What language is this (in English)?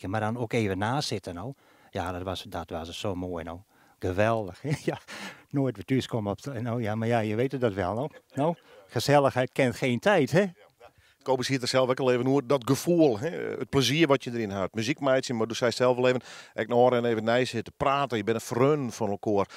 Western Frisian